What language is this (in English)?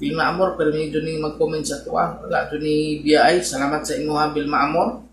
Cebuano